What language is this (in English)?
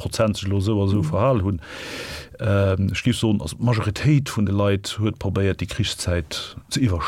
Luxembourgish